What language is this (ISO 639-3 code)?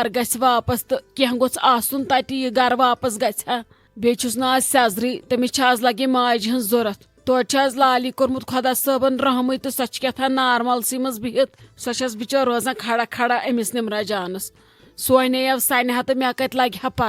kas